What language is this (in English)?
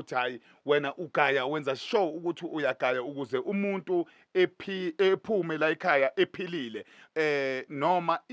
Zulu